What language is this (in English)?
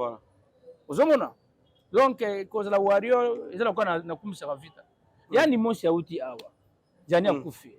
Lingala